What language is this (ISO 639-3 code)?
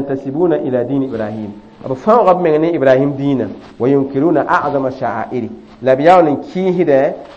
mos